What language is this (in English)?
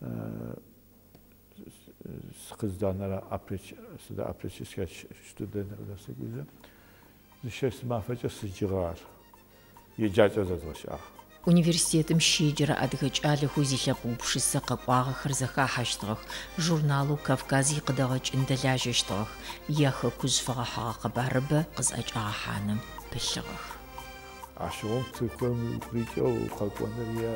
Adyghe